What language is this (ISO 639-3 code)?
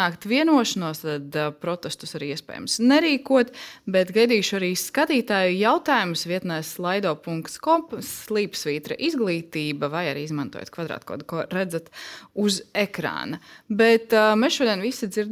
lav